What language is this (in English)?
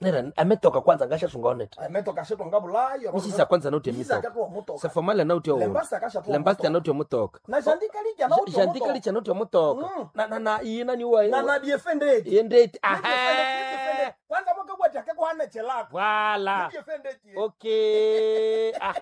Nande